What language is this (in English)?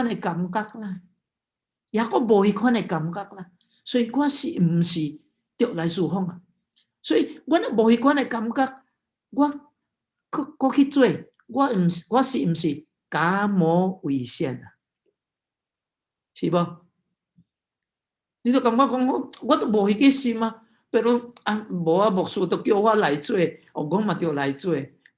Min Nan Chinese